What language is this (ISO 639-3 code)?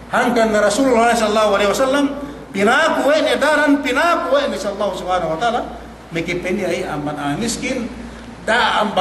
yka